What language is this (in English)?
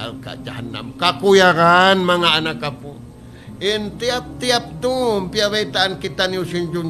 Tausug